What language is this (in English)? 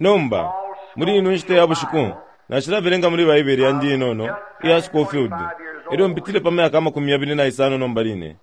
Bemba